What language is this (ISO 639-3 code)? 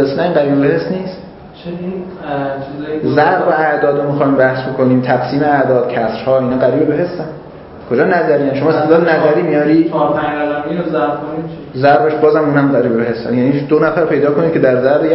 fas